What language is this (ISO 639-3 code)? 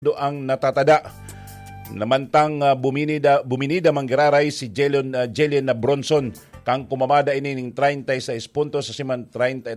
bik